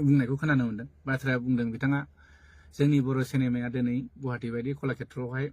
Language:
Bodo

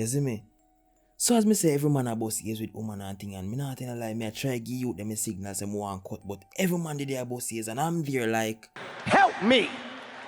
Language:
Jamaican Creole English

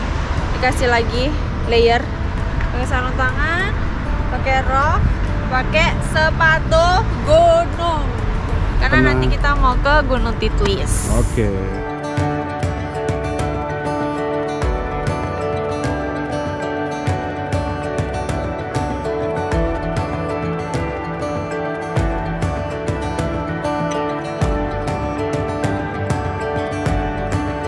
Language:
Indonesian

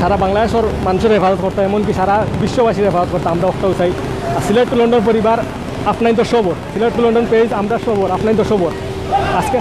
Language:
Sylheti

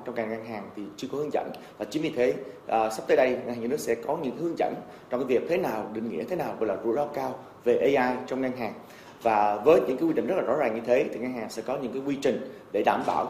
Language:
Vietnamese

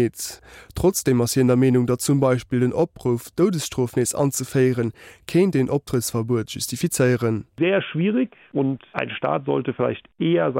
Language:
Luxembourgish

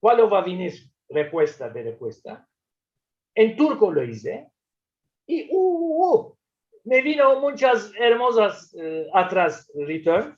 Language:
Ladino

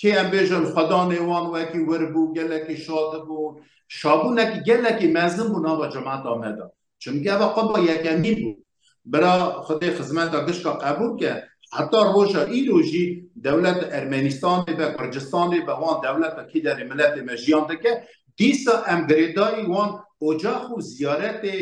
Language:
Kurdish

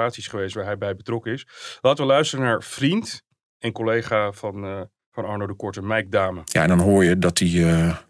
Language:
Dutch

